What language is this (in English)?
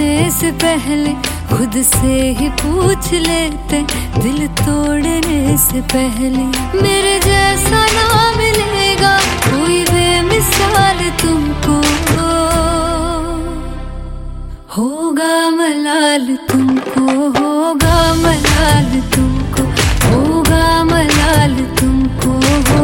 Hindi